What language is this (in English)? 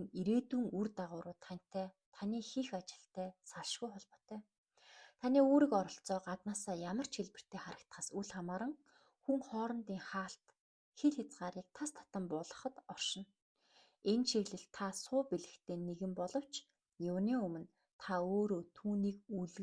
Mongolian